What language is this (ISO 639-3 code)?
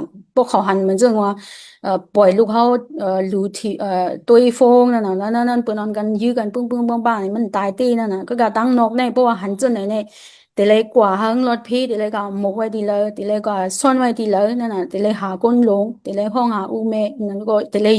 shn